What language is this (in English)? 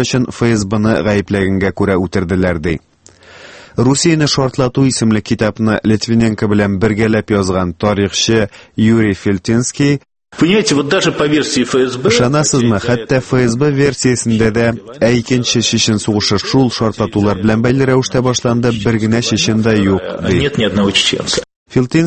Tatar